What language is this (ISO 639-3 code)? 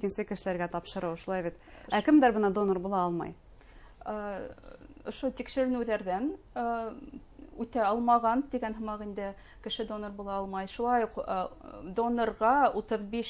bak